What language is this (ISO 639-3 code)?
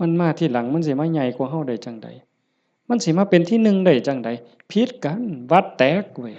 tts